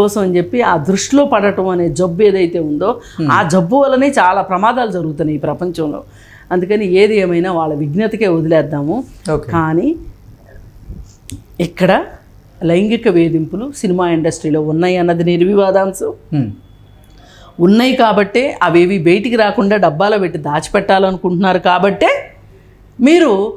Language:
Telugu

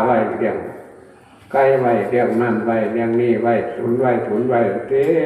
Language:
Northeastern Thai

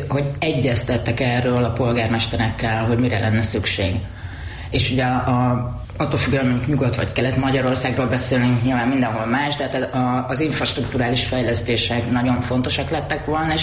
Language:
Hungarian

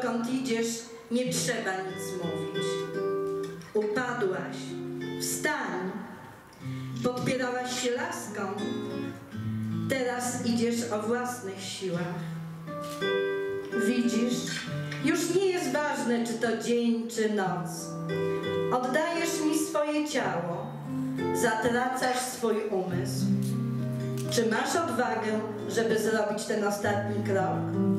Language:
Polish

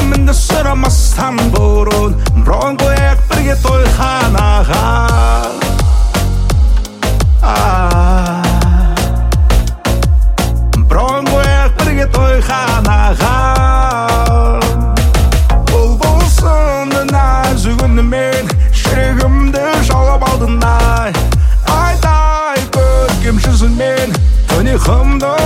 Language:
Kazakh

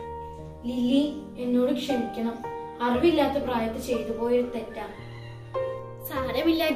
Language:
Malayalam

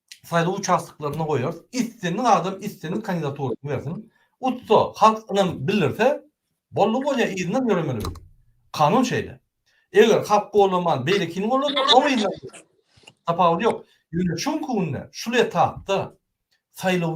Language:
Turkmen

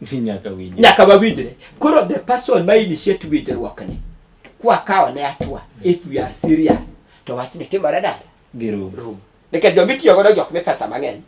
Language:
Luo (Kenya and Tanzania)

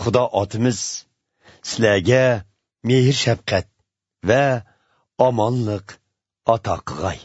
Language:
Uyghur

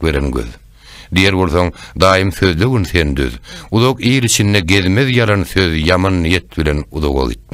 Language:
Turkmen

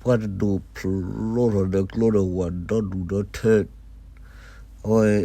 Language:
S'gaw Karen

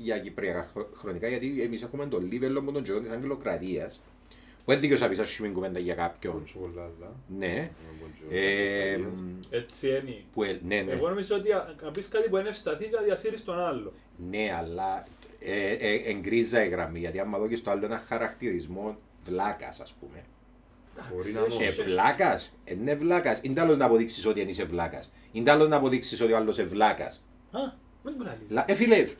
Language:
Greek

